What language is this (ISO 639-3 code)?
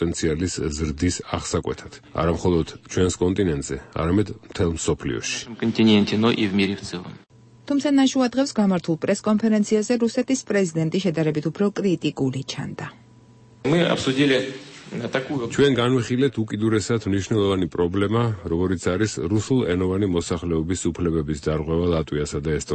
kat